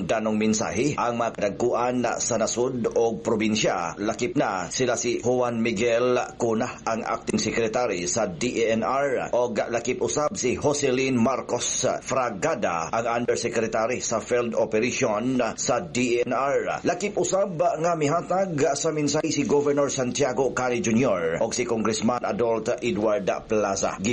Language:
Cebuano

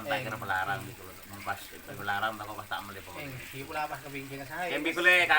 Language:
Madurese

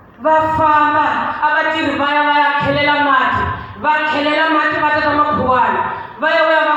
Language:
Tsonga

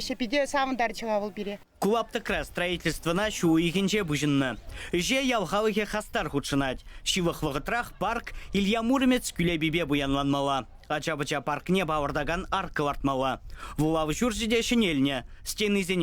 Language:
Chuvash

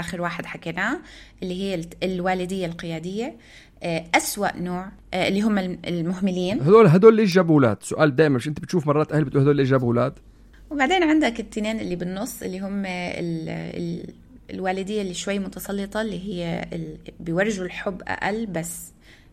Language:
North Levantine Arabic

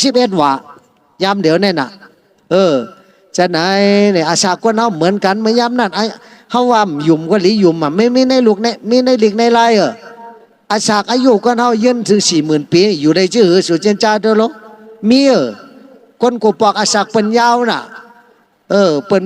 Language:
Shan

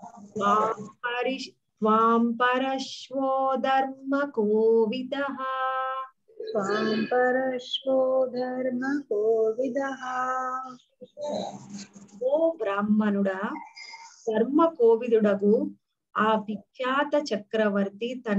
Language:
Telugu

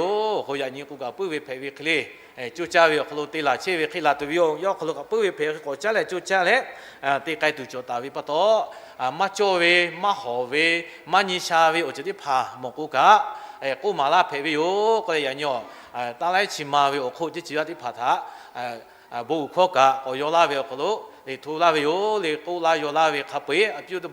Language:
Lahu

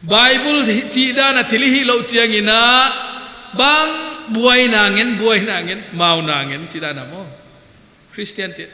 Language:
Paite Chin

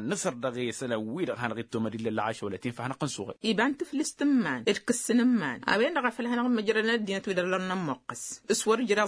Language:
Tamasheq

